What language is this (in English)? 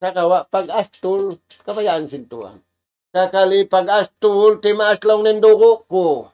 Tausug